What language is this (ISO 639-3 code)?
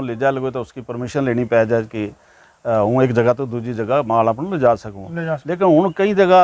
gju